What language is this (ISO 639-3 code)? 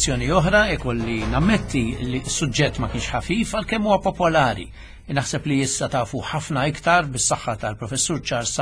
mlt